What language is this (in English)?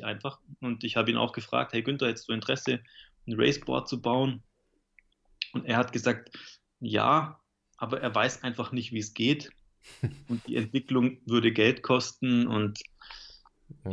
German